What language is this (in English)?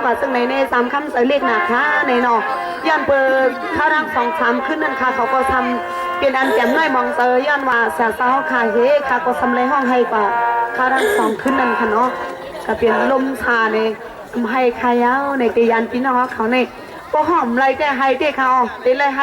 Shan